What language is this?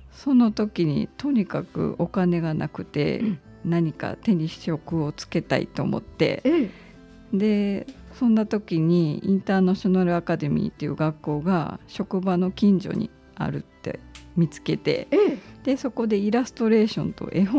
Japanese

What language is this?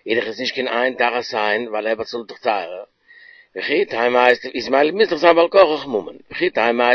Yiddish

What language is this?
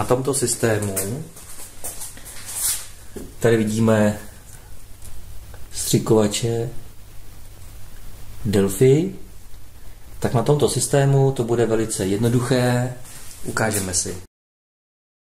Czech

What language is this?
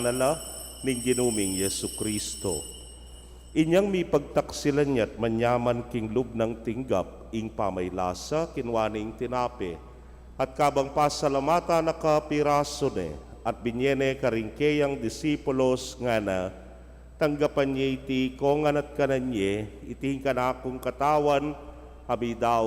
Pampanga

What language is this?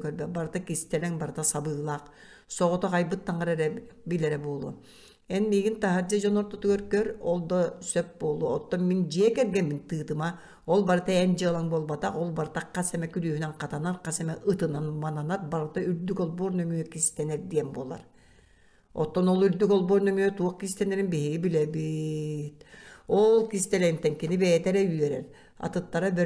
Yakut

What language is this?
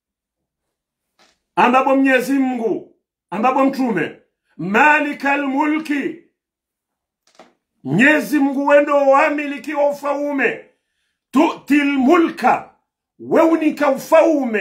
Swahili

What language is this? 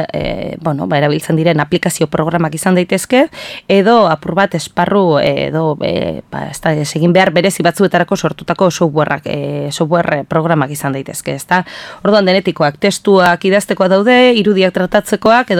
Basque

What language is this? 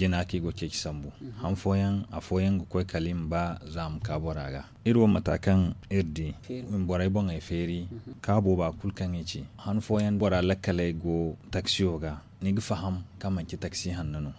Zarma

